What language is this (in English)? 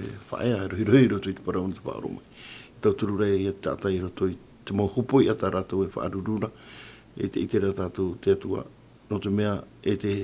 Tahitian